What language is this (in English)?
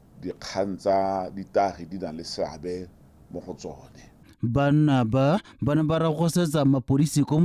Tswana